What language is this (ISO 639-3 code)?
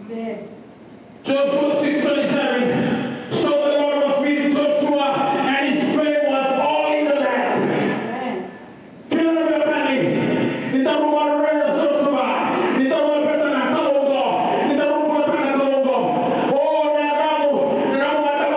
fij